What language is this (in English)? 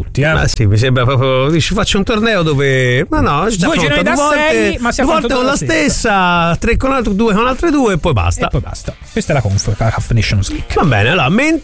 Italian